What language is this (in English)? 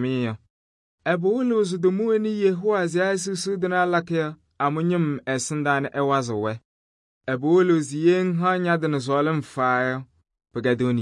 Kabiyè